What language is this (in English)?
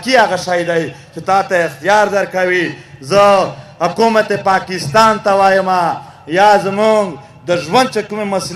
Pashto